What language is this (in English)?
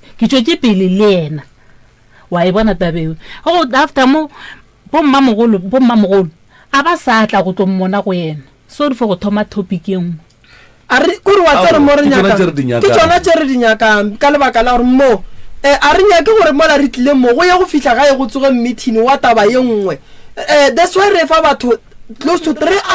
Northern Sotho